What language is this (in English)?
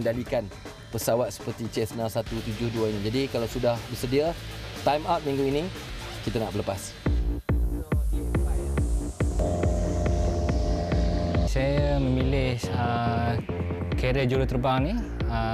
Malay